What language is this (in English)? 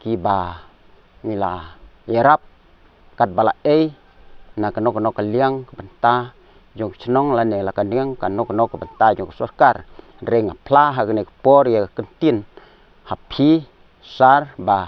Khasi